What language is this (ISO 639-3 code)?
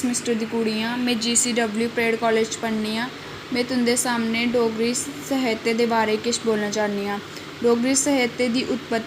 doi